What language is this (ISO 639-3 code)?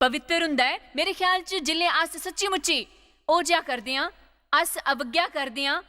doi